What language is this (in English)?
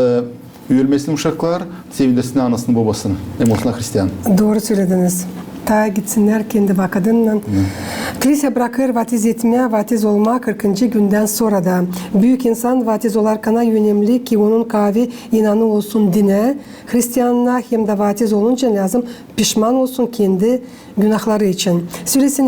Gagauz